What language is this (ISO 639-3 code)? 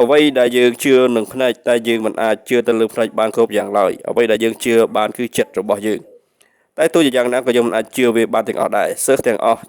khm